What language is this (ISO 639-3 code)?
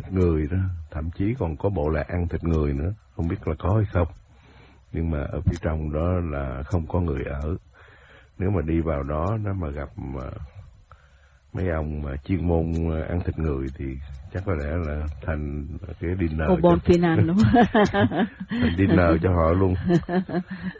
vie